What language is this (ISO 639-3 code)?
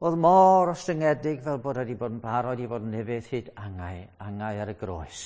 cym